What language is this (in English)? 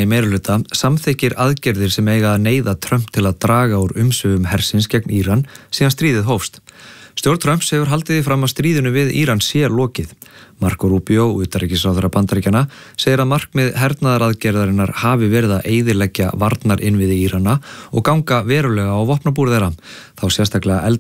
Icelandic